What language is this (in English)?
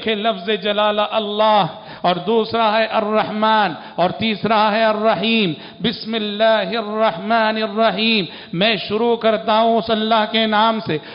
Urdu